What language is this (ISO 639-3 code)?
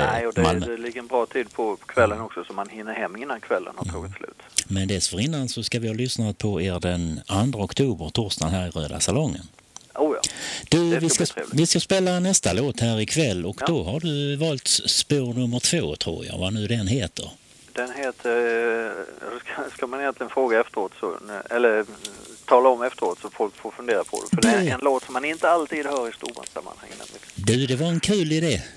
swe